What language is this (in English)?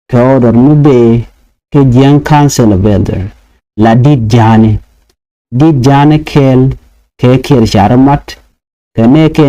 Nuer